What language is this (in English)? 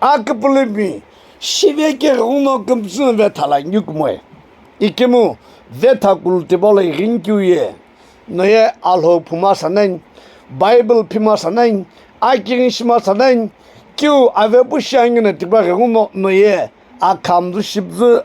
Sumi Naga